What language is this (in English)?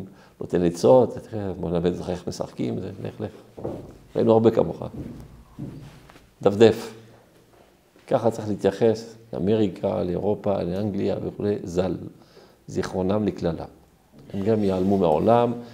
Hebrew